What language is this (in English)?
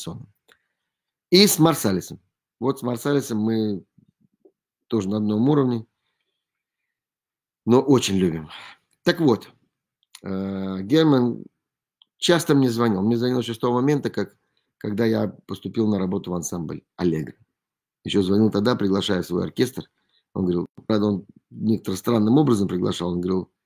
Russian